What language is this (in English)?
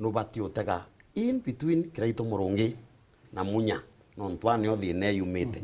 Meru